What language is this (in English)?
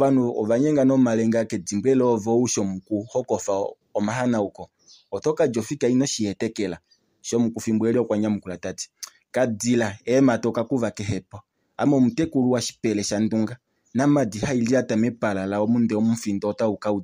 Kuanyama